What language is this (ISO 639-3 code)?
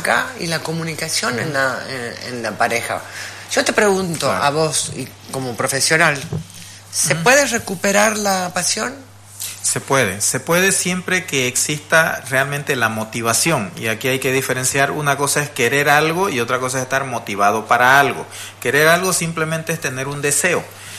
spa